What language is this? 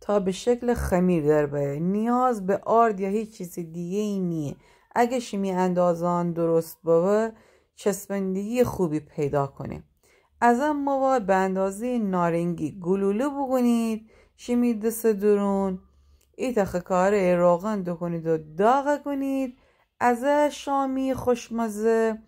Gilaki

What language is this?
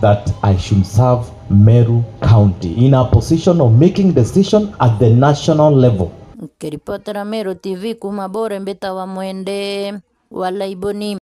Meru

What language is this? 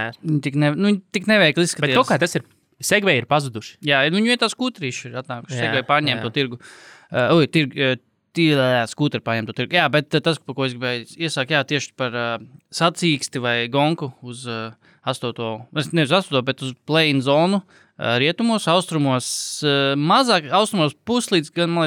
Latvian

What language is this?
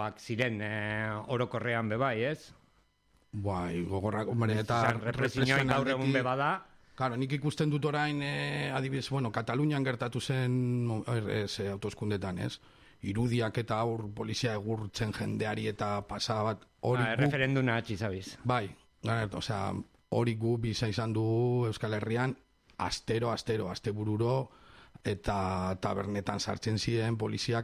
Basque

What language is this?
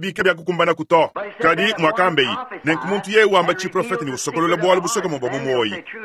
Luba-Lulua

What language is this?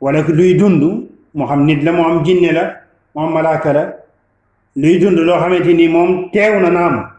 Wolof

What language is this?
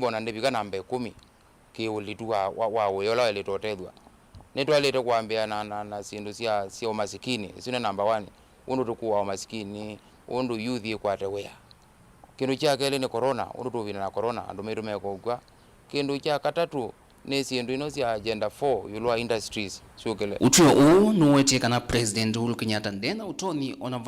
Kamba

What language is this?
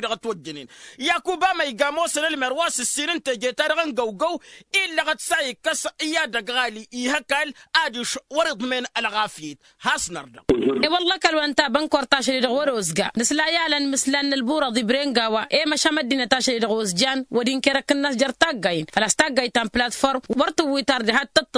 Tamasheq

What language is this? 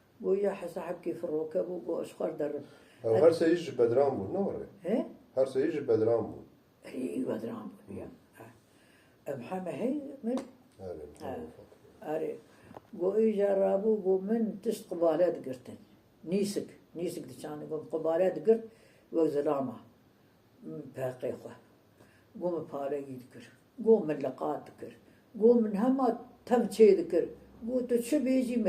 Kurdish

